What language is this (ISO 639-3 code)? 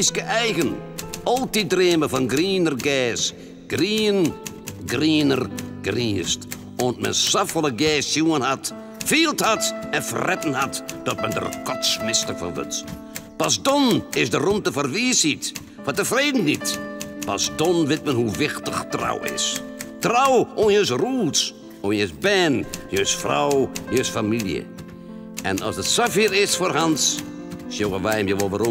fry